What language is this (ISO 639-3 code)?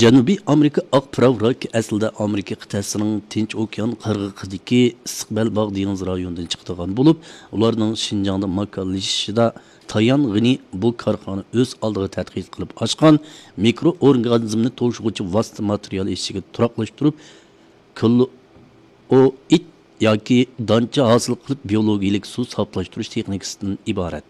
uig